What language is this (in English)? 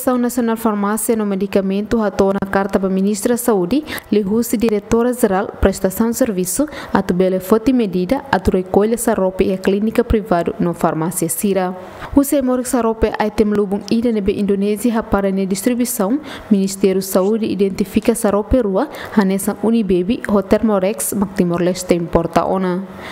Tetum